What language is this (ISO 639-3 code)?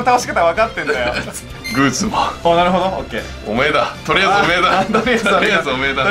jpn